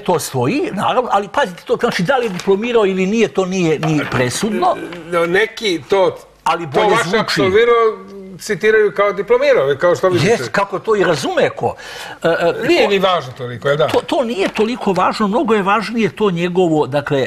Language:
Serbian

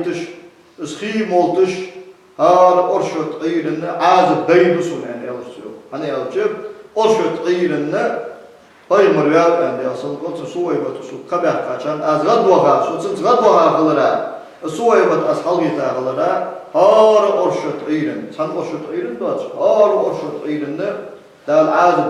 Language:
Ingush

